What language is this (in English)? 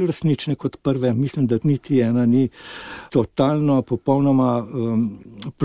Slovenian